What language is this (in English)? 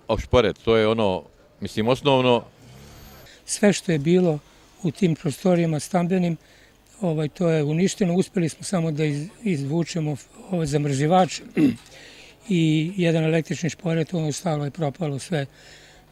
Serbian